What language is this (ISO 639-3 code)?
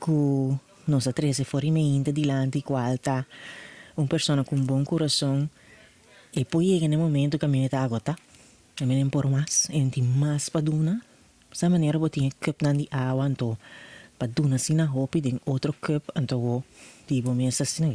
pap